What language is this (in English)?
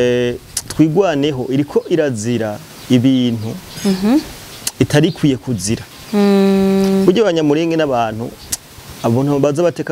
Rundi